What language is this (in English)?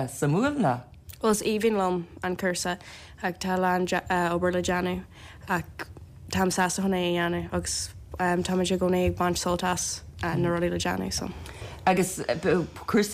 Irish